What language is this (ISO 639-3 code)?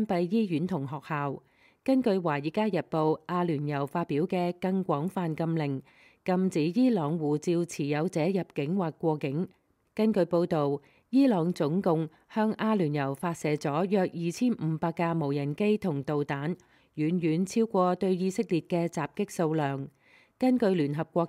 yue